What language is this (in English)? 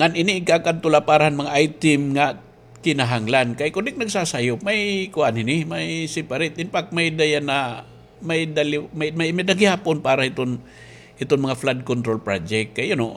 Waray